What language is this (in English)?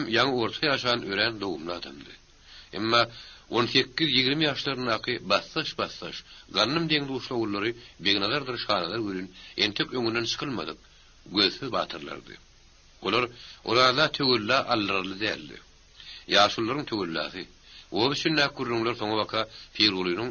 Turkmen